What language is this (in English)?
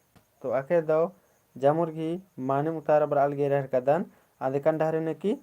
Kurukh